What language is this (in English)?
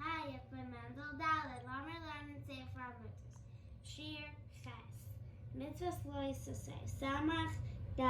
Yiddish